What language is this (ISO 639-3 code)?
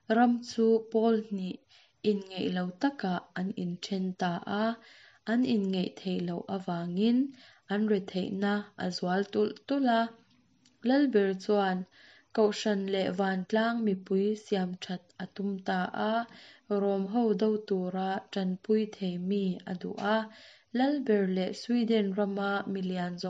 lus